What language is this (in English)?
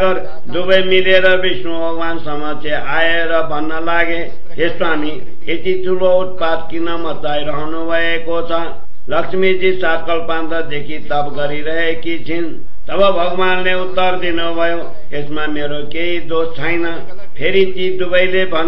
Nepali